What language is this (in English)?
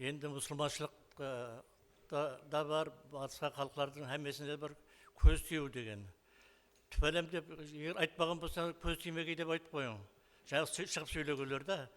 Kara-Kalpak